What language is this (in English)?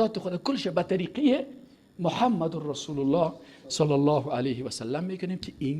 Persian